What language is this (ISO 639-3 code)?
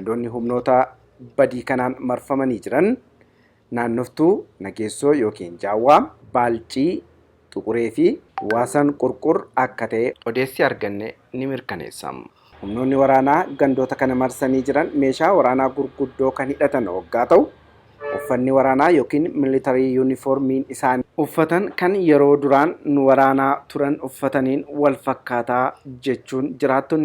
orm